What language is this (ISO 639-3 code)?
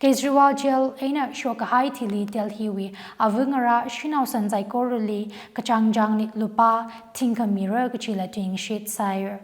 nmf